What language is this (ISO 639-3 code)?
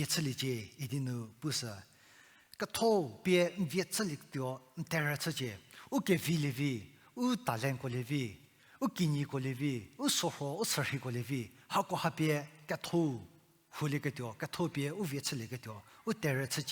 njm